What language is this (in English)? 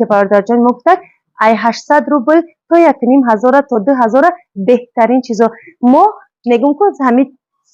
Tajik